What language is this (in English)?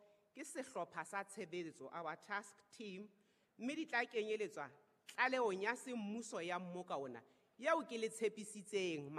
Southern Sotho